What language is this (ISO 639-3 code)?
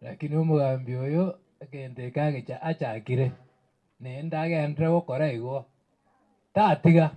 guz